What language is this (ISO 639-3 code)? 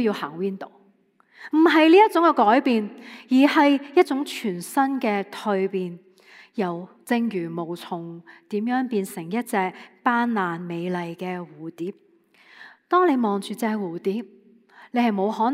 yue